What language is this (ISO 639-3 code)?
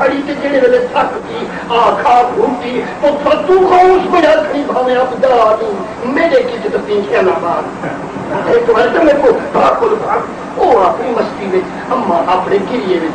skr